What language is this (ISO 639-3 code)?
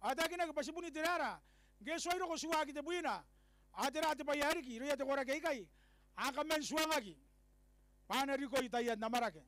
gil